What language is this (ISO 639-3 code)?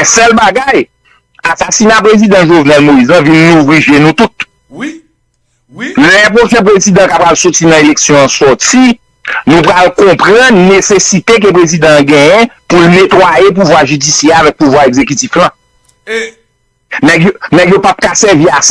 hat